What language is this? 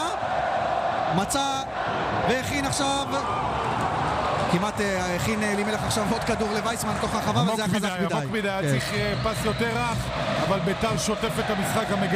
Hebrew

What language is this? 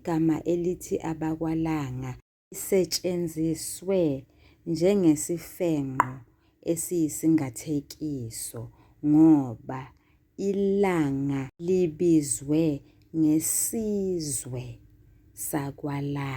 Zulu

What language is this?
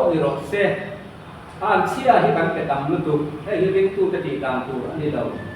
Mizo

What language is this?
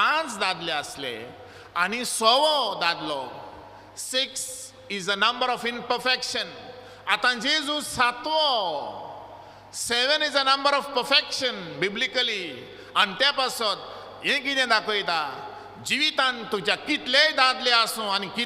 Konkani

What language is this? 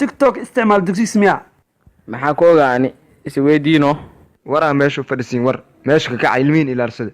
Somali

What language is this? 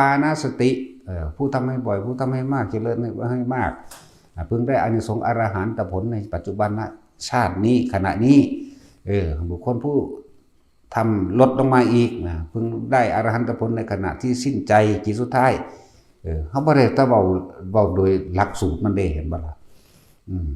Northeastern Thai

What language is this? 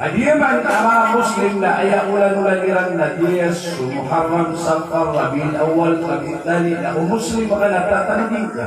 Maranao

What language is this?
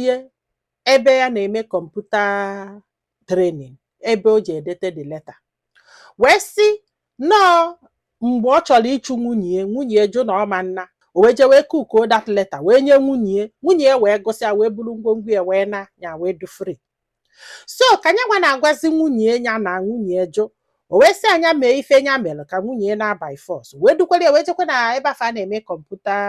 Igbo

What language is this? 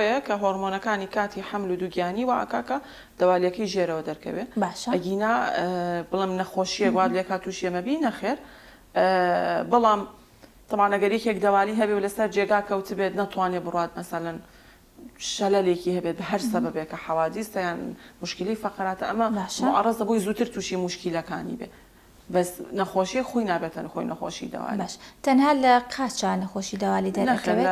Central Kurdish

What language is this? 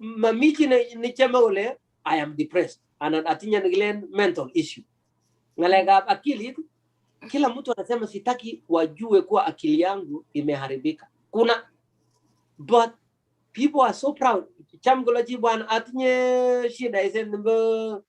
Kalenjin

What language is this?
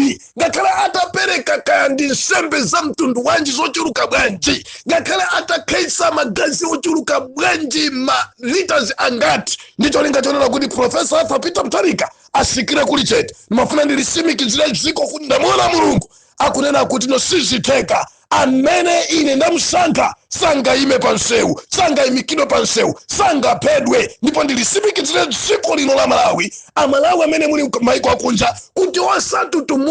Nyanja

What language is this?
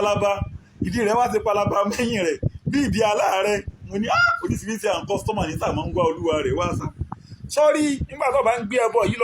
Yoruba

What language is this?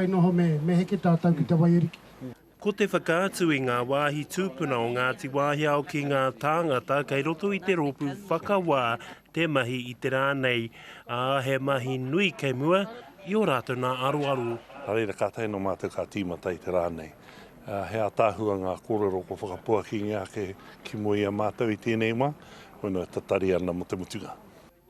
Māori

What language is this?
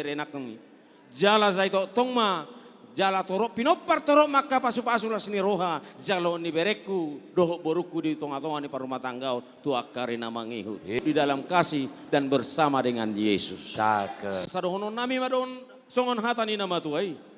Batak Toba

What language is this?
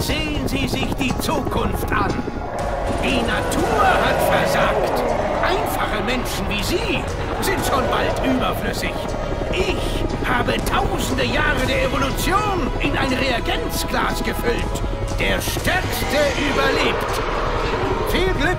Bavarian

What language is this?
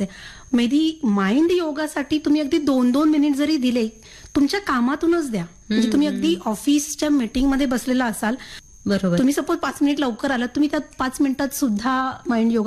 Marathi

